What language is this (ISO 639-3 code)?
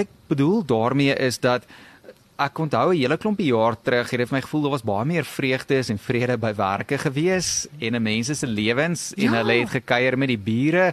afr